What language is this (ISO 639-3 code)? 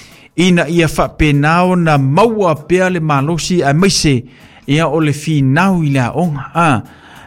smo